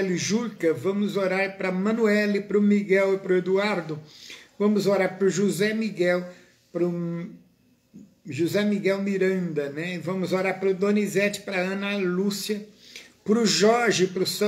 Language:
Portuguese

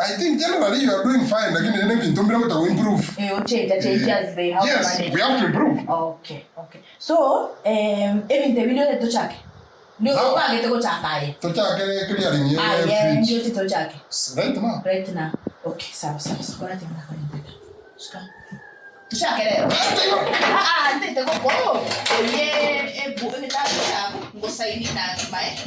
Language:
Gusii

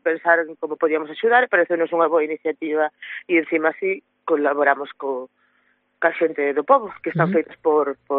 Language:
Galician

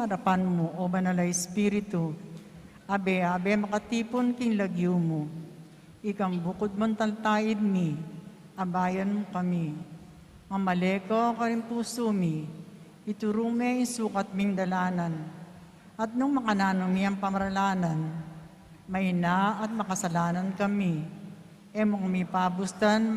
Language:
Pampanga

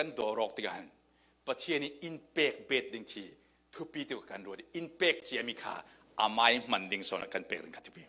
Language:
Falam Chin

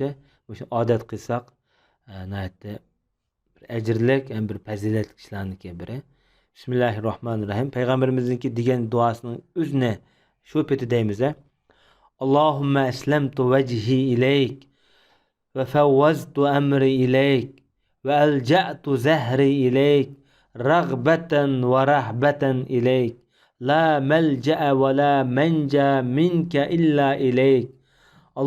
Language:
Uyghur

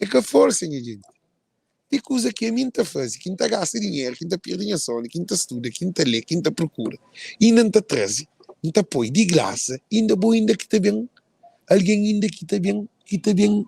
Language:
Kabuverdianu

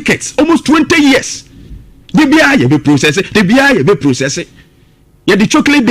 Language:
Akan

